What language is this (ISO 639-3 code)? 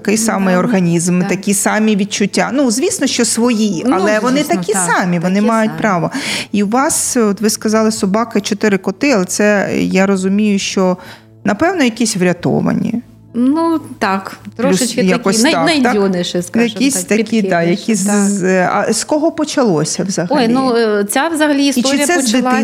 ukr